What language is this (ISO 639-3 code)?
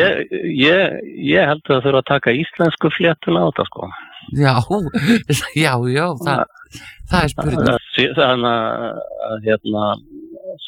isl